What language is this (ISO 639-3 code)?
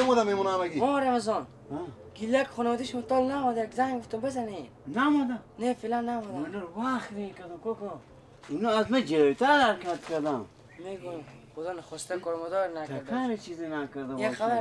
fas